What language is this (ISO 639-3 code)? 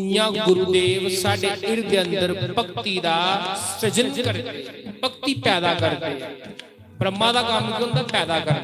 doi